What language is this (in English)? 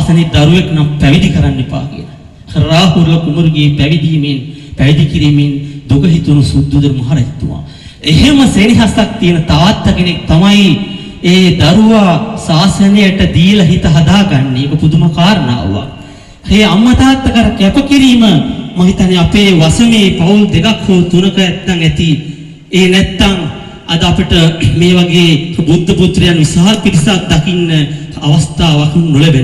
Sinhala